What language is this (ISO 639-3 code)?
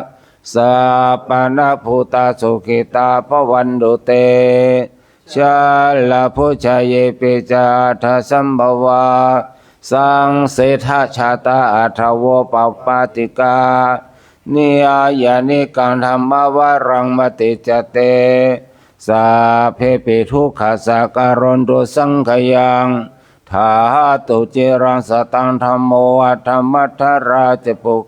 pli